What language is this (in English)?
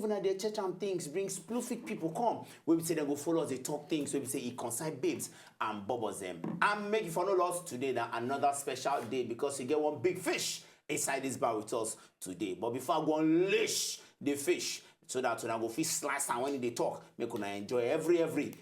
Nigerian Pidgin